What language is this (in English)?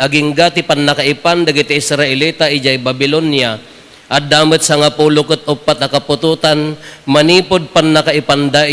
Iloko